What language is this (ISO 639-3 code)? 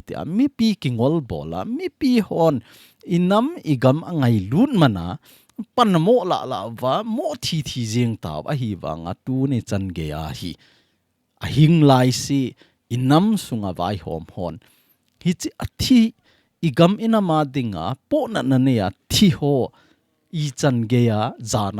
tcz